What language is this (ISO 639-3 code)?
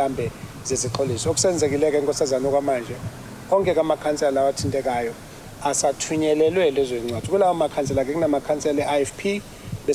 zul